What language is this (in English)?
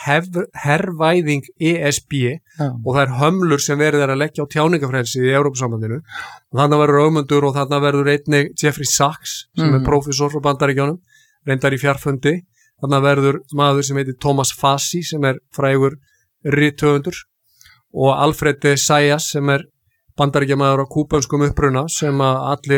Icelandic